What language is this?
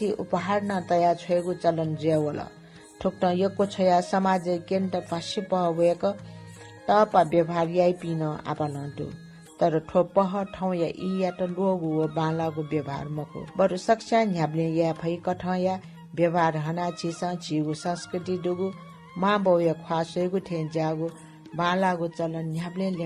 Newari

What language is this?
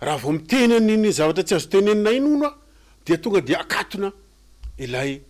Malagasy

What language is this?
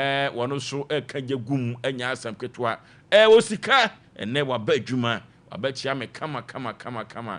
Akan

